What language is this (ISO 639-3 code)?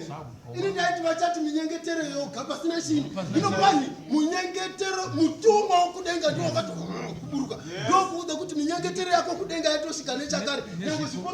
sna